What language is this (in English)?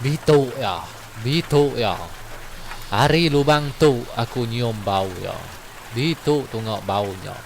Iban